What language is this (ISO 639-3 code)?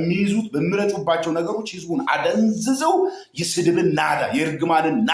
amh